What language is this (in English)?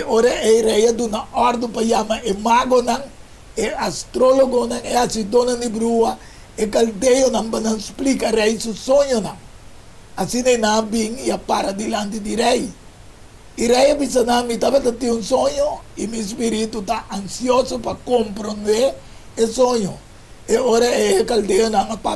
Papiamento